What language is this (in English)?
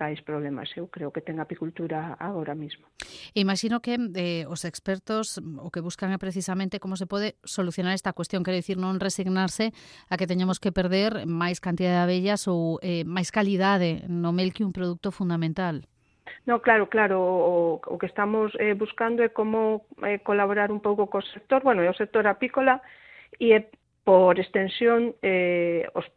Galician